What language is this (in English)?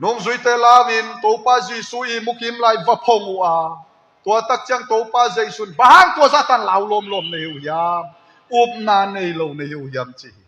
Tedim Chin